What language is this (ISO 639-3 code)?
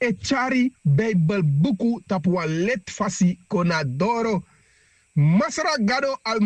srn